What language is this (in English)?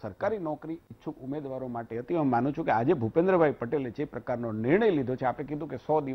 Gujarati